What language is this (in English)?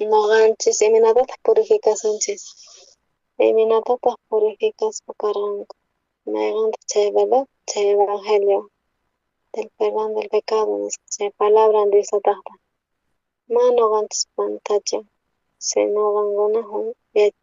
South Bolivian Quechua